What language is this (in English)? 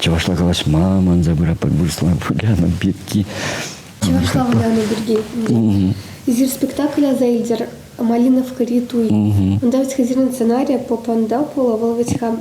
Chuvash